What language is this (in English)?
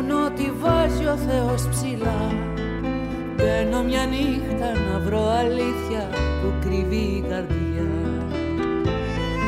Greek